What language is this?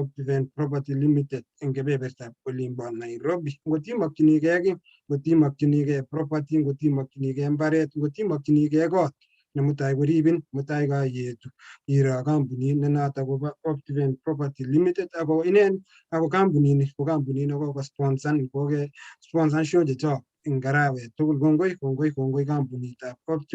Kalenjin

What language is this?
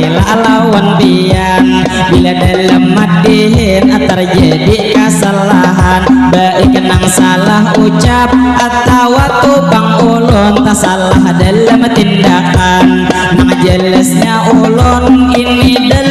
Banjar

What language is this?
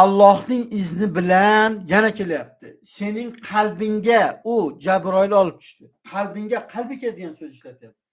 Uzbek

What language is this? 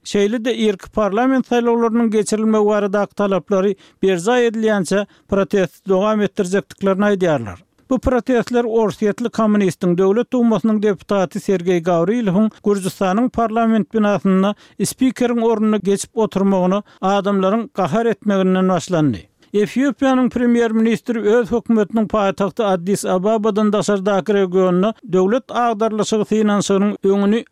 Turkmen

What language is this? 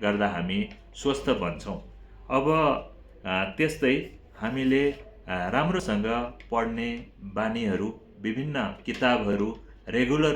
Nepali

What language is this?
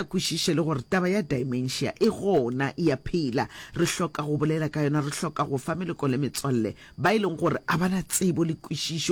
Northern Sotho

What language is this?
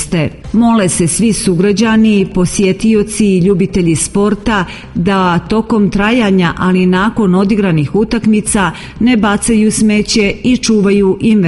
Serbian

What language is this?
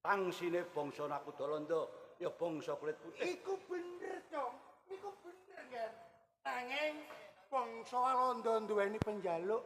Javanese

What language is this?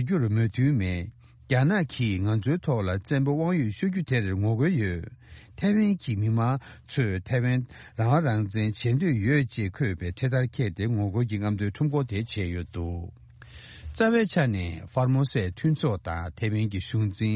Tibetan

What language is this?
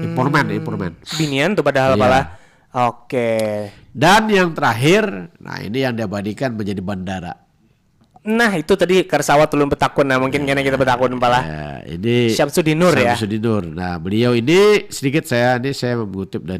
Banjar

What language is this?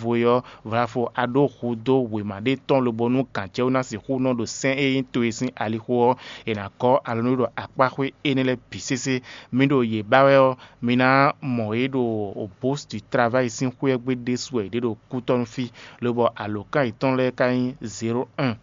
Fon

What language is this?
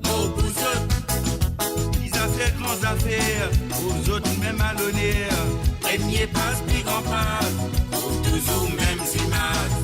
Morisyen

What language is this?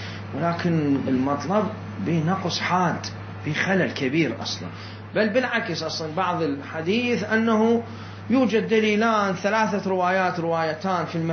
Mesopotamian Arabic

